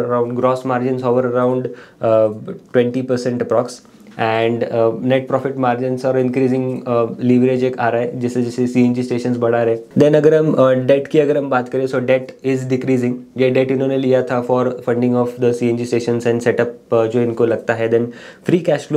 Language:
Hindi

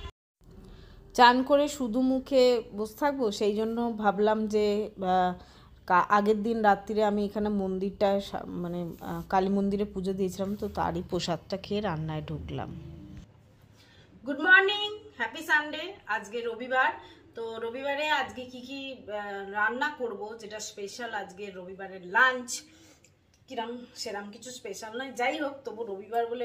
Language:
Bangla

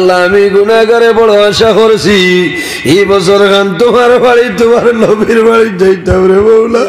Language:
Sylheti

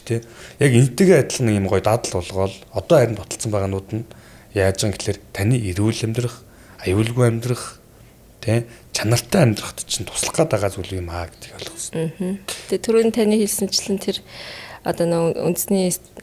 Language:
Mongolian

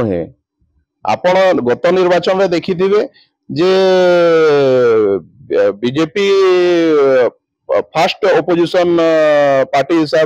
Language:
Odia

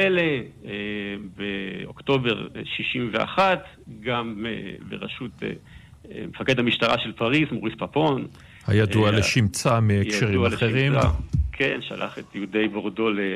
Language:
Hebrew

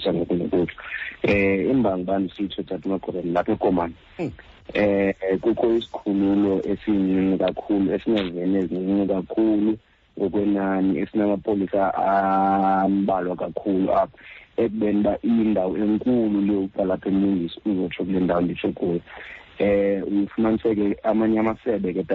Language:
Xhosa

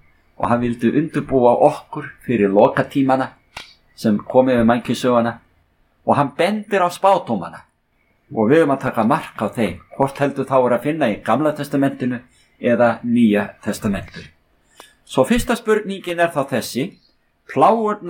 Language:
Icelandic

